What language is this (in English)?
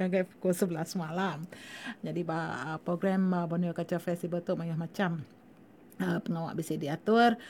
Iban